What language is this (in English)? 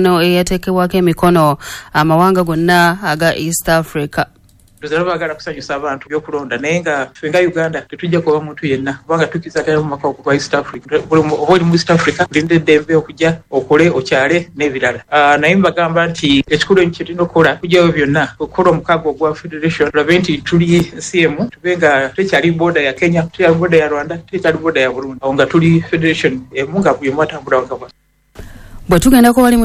Ganda